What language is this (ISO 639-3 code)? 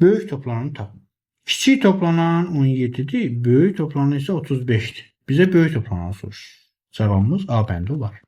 aze